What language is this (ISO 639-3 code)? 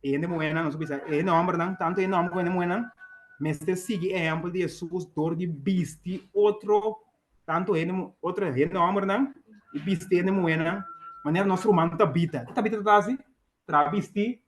pap